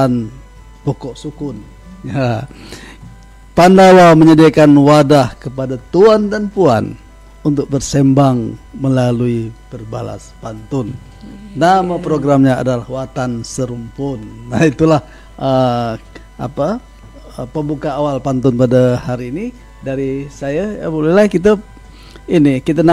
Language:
Malay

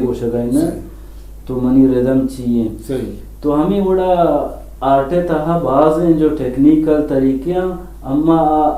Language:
Eastern Balochi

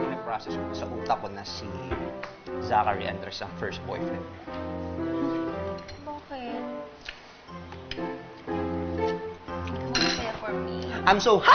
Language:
Filipino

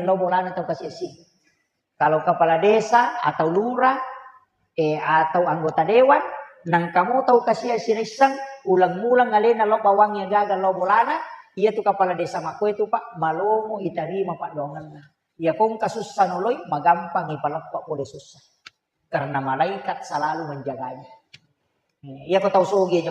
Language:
Buginese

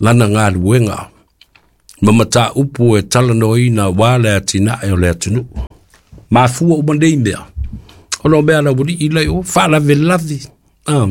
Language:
Samoan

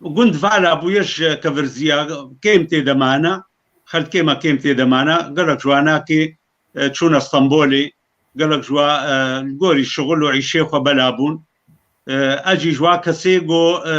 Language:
Kurdish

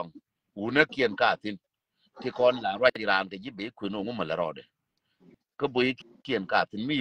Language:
Nuer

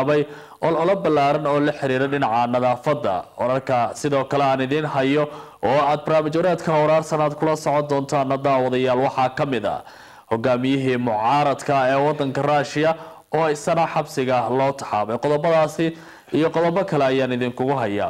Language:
Somali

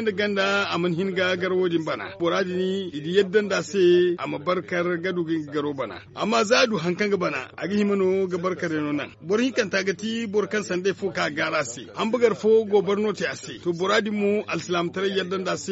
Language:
Zarma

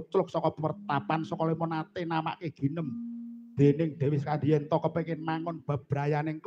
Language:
Javanese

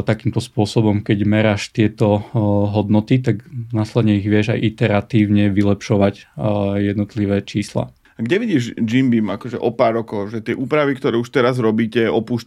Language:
Slovak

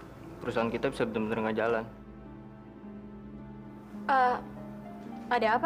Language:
Indonesian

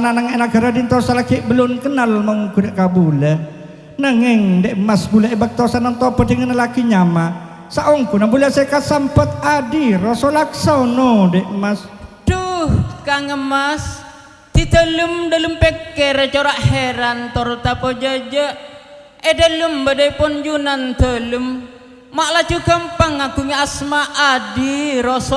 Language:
Madurese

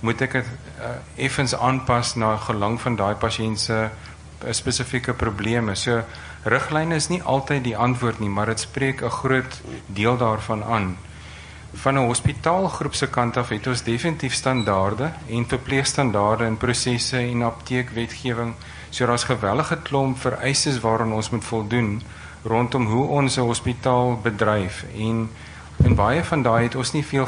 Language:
Afrikaans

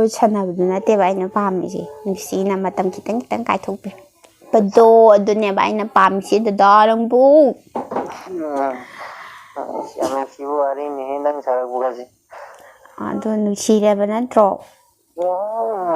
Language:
Manipuri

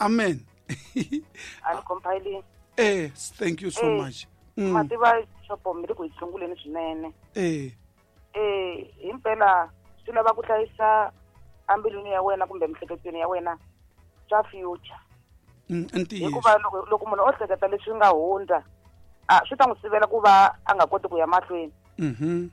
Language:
Tsonga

